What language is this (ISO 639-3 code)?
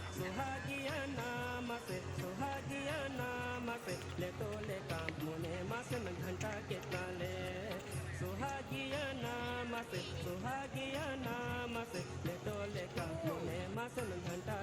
sat